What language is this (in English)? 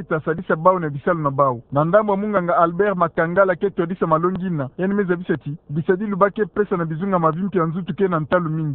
Kituba (Democratic Republic of Congo)